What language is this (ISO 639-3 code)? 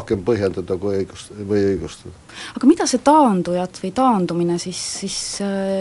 est